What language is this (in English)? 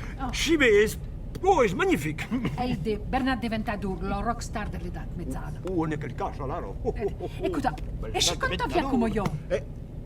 Occitan